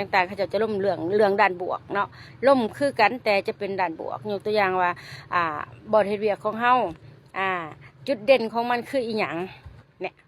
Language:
Lao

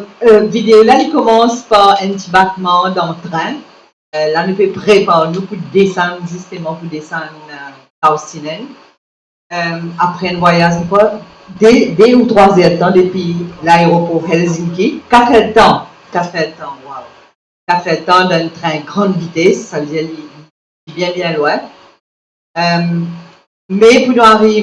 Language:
Morisyen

